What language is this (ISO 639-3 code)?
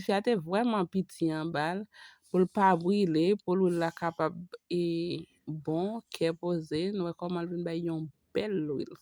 hat